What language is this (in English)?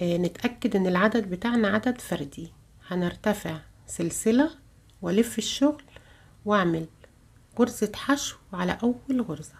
Egyptian Arabic